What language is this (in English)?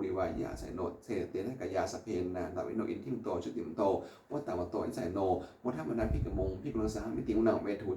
Pali